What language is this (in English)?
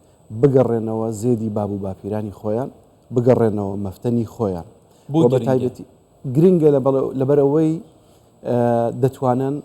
Central Kurdish